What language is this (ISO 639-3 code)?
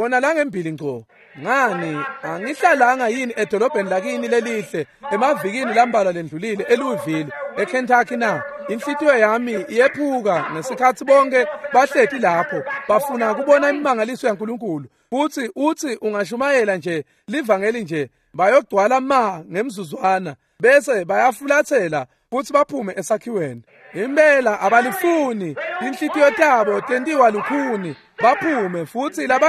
ssw